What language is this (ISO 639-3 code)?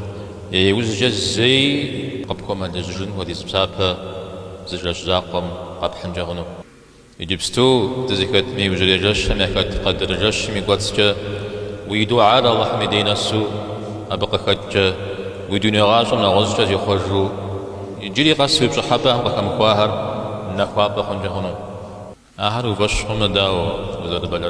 kbd